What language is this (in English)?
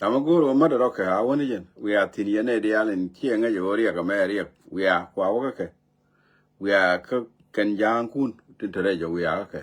Nuer